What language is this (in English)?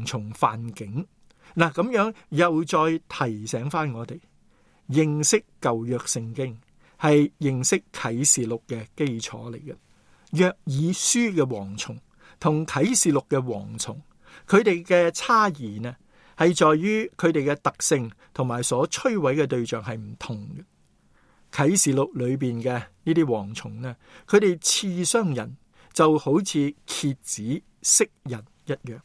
Cantonese